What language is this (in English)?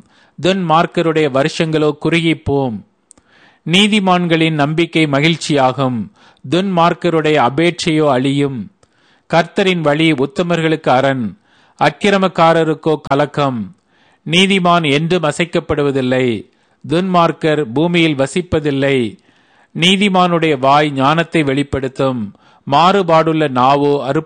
Tamil